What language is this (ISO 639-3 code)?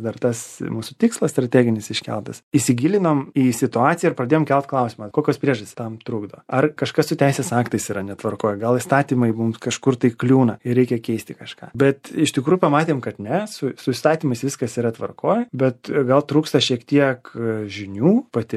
lit